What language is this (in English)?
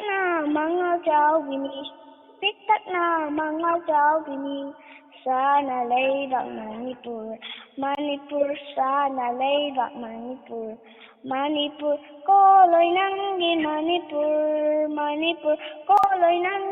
Manipuri